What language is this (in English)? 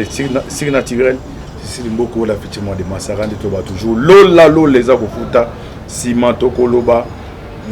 Lingala